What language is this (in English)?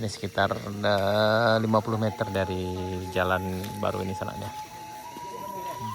Minangkabau